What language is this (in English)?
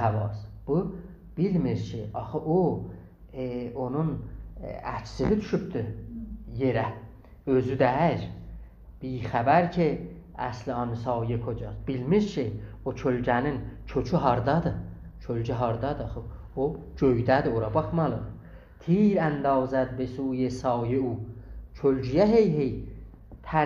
South Azerbaijani